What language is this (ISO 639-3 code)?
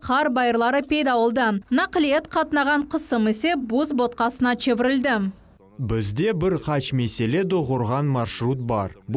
crh